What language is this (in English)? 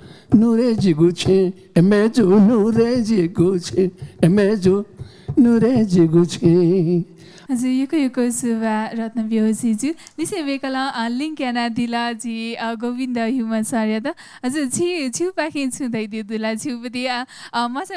Newari